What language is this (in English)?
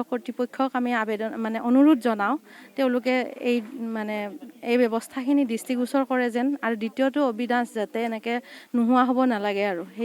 Assamese